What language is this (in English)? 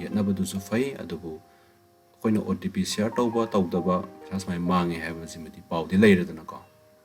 Manipuri